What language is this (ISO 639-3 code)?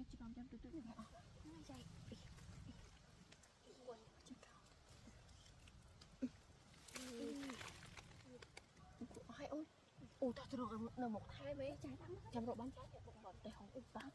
vie